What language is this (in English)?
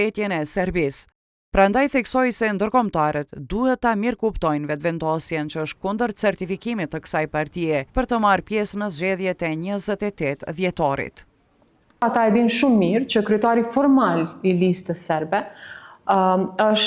Albanian